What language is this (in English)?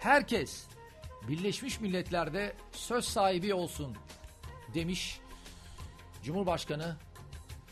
Turkish